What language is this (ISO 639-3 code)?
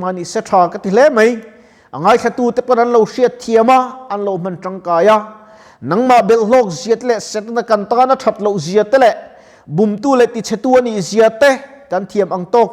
lus